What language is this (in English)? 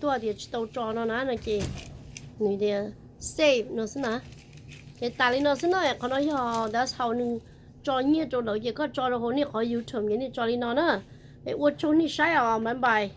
Hmong